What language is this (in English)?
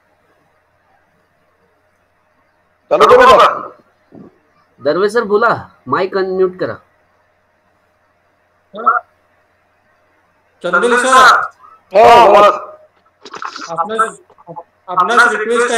Marathi